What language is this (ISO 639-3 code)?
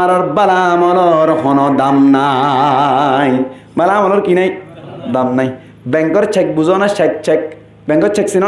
rhg